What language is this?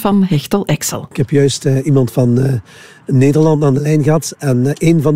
Dutch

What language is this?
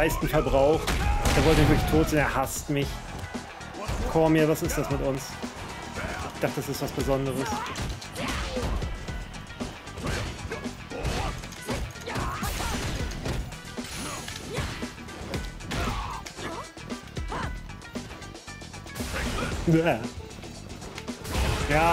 German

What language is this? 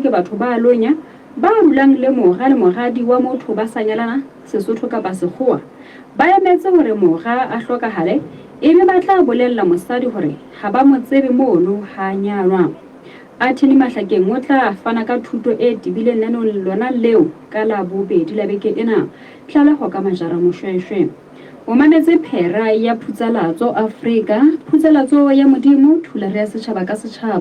Southern Sotho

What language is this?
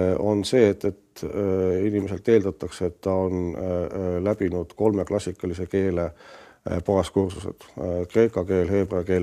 Estonian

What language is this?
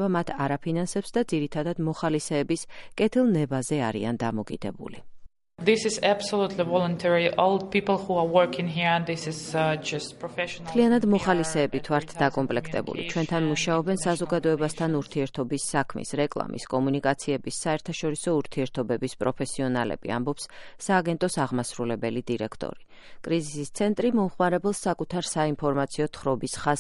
Georgian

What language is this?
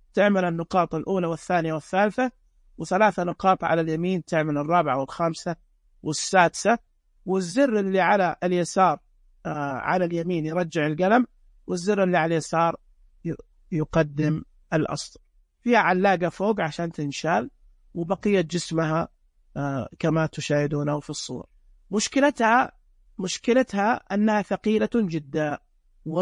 Najdi Arabic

